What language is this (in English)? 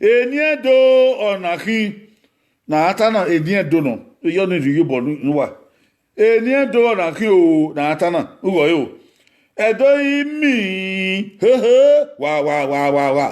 Bini